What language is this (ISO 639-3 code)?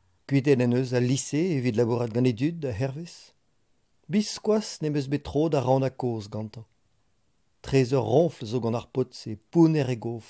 bre